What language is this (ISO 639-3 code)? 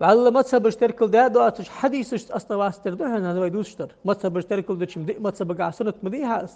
inh